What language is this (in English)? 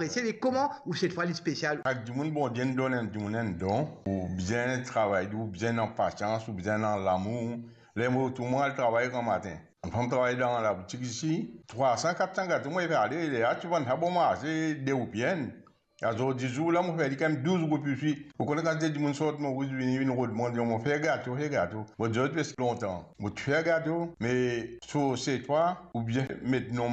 Morisyen